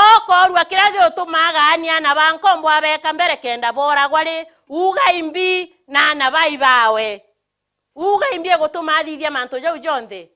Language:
Meru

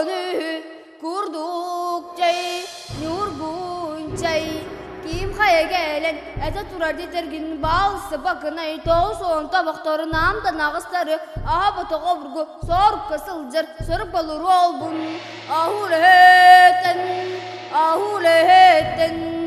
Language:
Yakut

